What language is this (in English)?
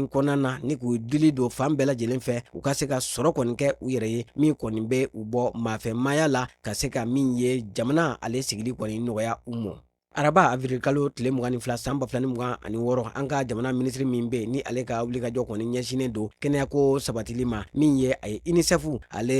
Bambara